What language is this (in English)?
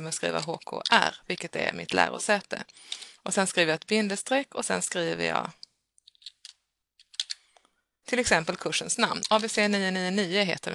Swedish